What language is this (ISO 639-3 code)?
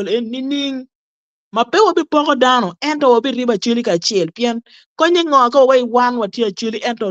ach